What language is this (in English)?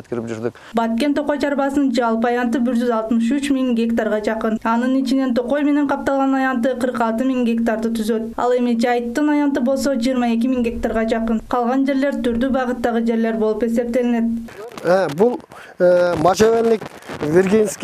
Kyrgyz